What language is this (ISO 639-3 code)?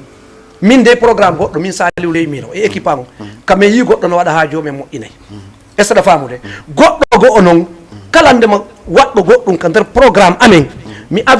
ful